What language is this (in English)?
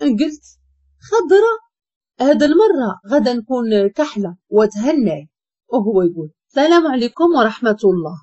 Moroccan Arabic